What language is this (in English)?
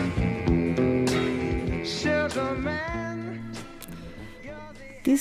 Greek